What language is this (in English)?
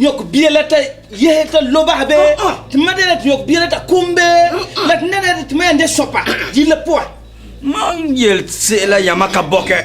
Frafra